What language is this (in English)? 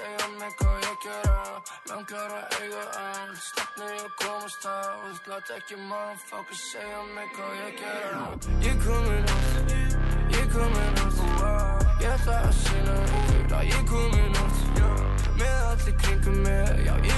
Icelandic